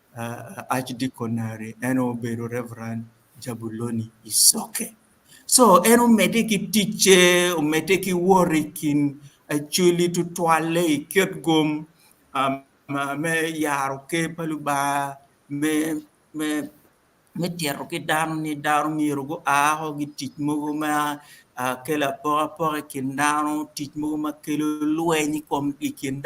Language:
Acoli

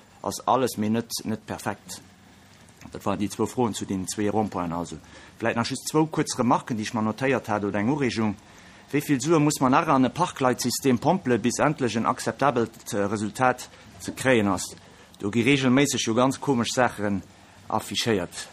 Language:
Luxembourgish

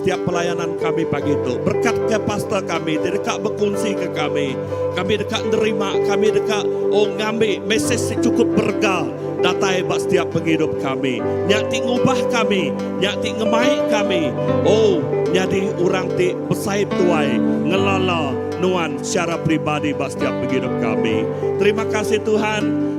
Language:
Iban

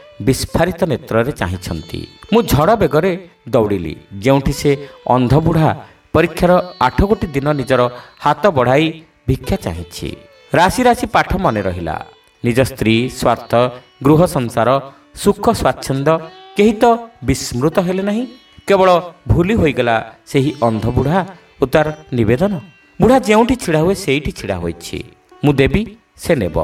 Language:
Odia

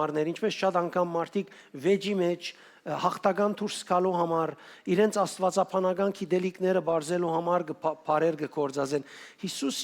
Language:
Western Armenian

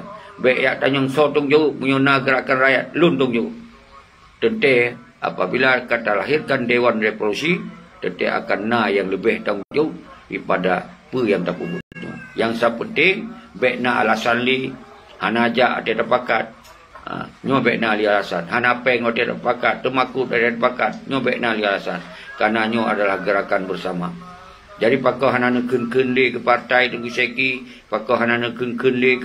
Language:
Achinese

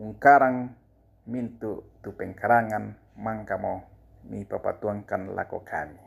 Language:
Toraja-Sa'dan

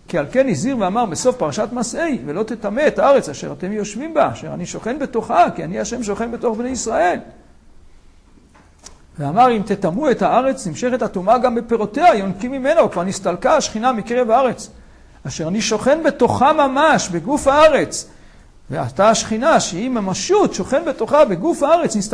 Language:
Hebrew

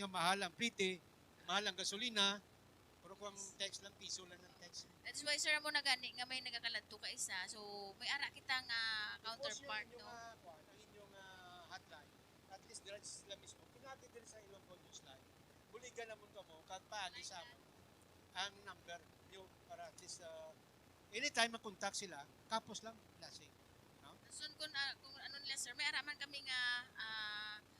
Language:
Hiligaynon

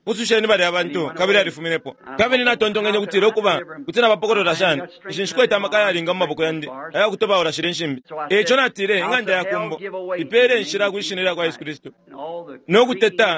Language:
Bemba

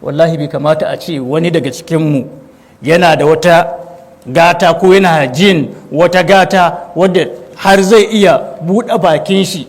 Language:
Hausa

